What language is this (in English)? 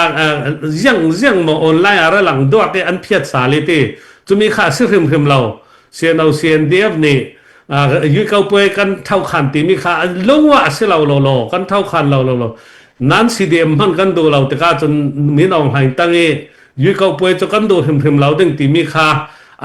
Falam Chin